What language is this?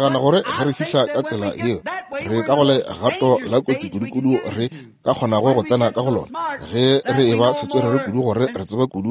Northern Sotho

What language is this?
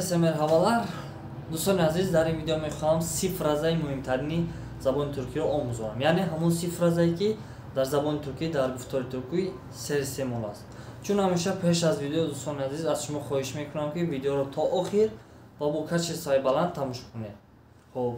Tajik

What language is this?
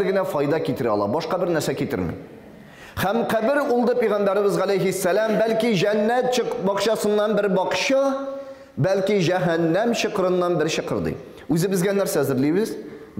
Tatar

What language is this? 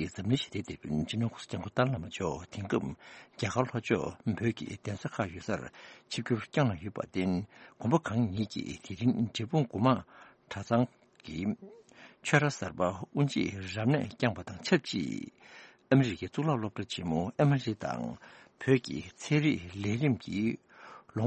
Tibetan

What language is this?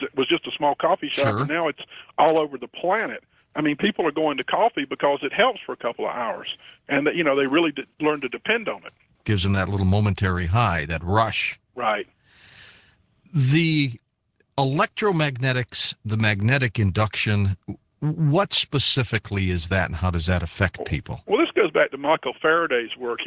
English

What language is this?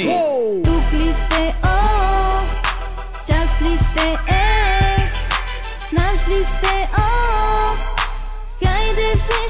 Bulgarian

